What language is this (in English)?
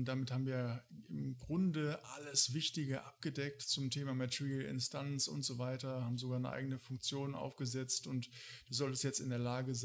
German